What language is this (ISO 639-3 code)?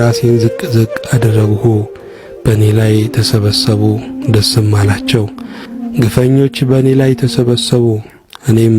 amh